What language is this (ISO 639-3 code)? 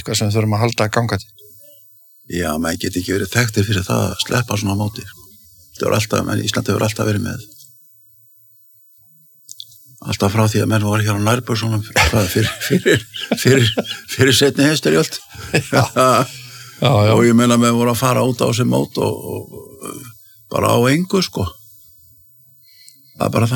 isl